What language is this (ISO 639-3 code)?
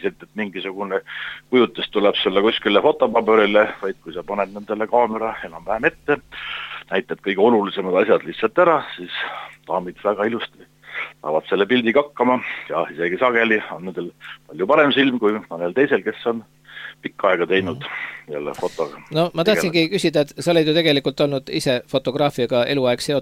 est